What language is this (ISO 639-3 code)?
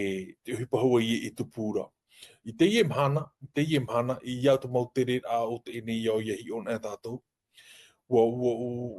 tah